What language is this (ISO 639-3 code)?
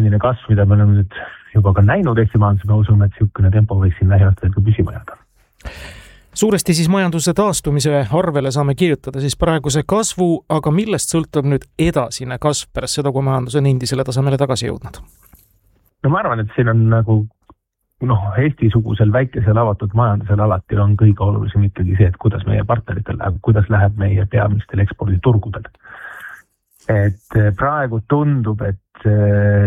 est